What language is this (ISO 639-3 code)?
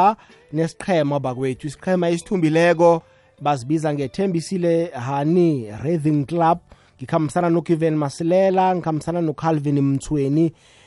nbl